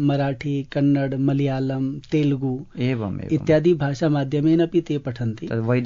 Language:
Sanskrit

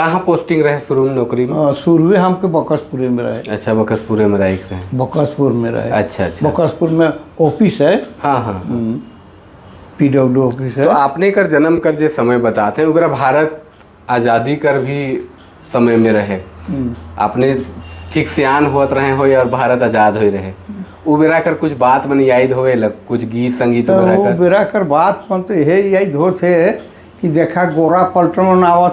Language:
Sadri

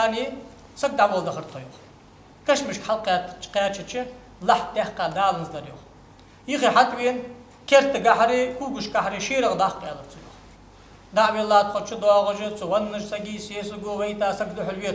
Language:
Ingush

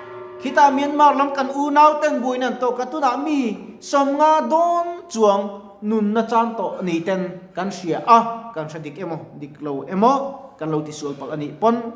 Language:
Mizo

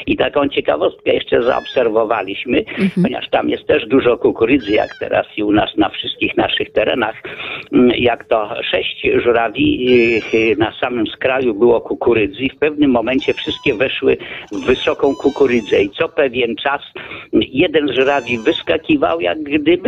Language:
Polish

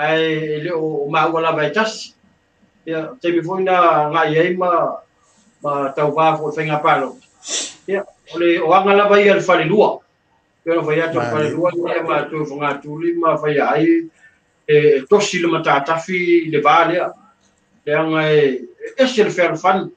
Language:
Samoan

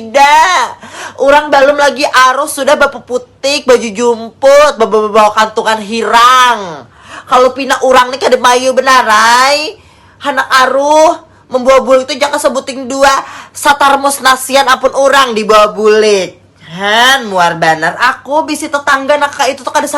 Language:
Banjar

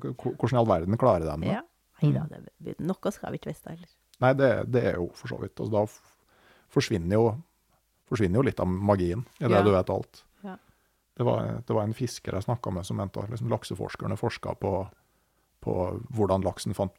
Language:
Norwegian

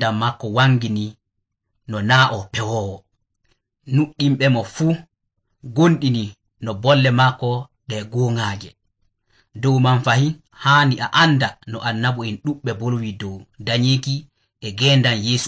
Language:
Nigerian Fulfulde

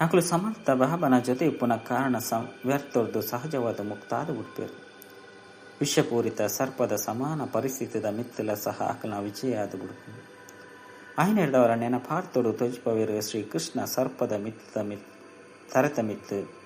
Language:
Tulu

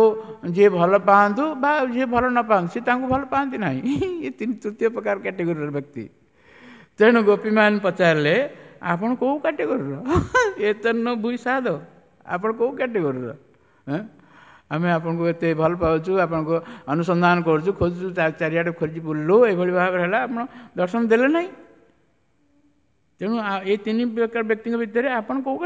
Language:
Odia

